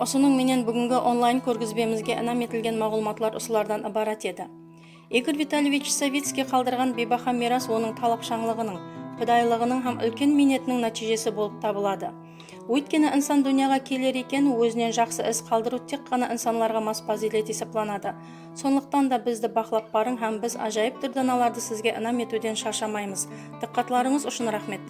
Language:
Kara-Kalpak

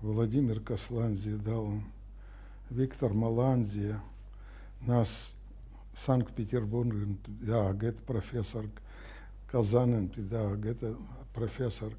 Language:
Abkhazian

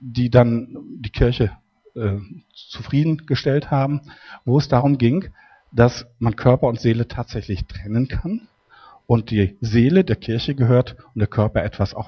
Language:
German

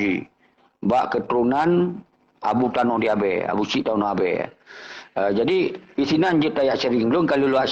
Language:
Achinese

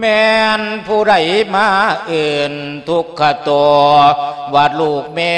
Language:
Lao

